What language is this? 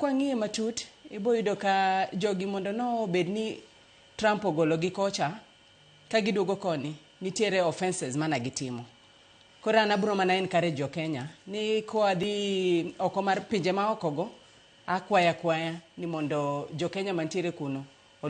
Luo (Kenya and Tanzania)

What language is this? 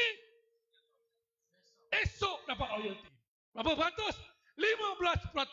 Malay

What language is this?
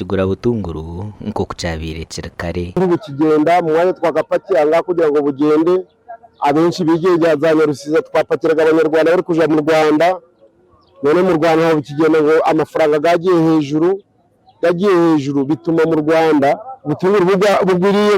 Nyankole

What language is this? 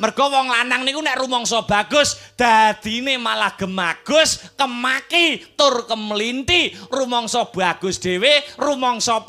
Javanese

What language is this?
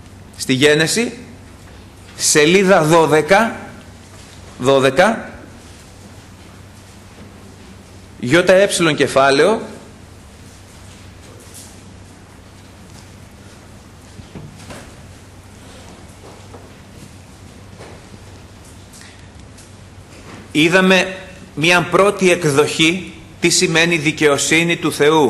Greek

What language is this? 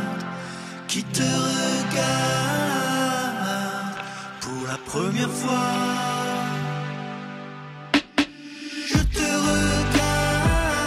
French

